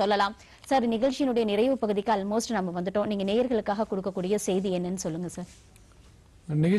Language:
Tamil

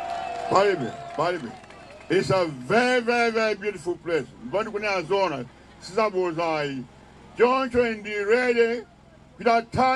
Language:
Nyanja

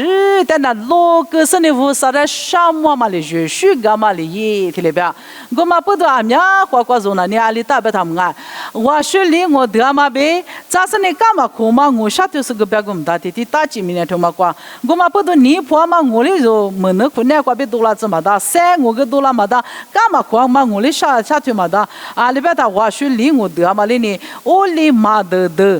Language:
Lisu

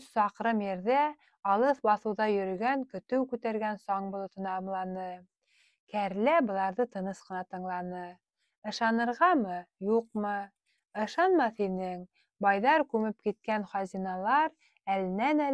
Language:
Bashkir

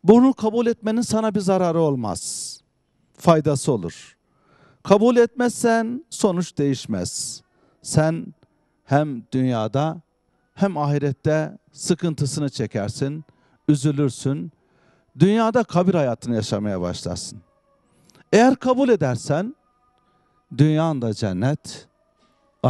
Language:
Turkish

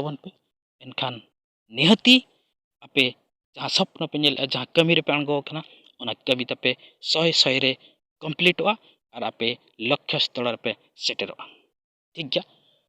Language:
Santali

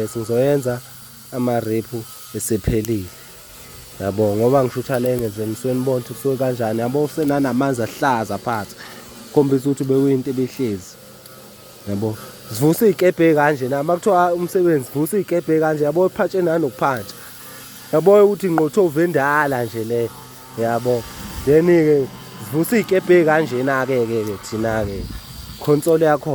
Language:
Zulu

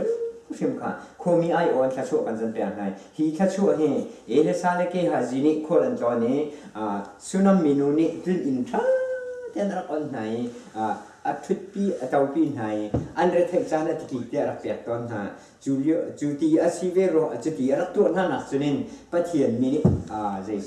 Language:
Hakha Chin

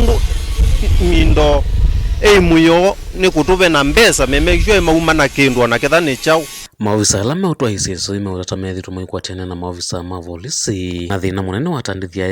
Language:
Kamba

